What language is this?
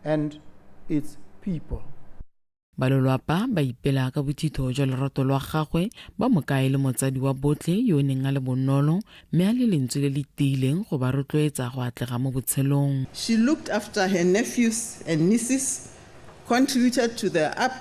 Tswana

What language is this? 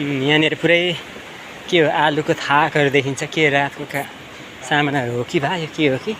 Nepali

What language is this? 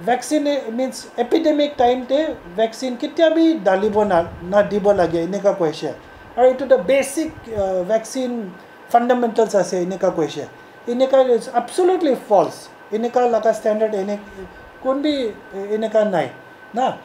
Naga Pidgin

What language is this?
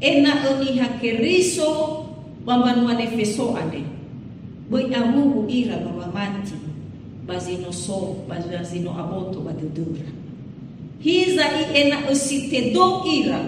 Nias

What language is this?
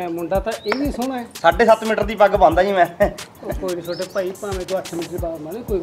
Punjabi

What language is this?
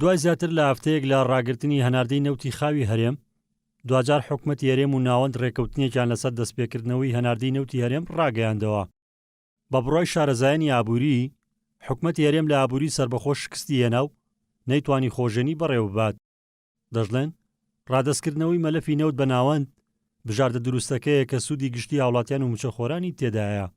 Central Kurdish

